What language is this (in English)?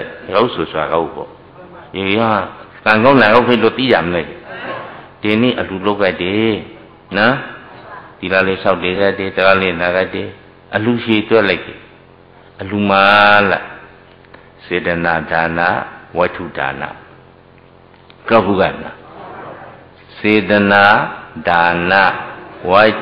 Burmese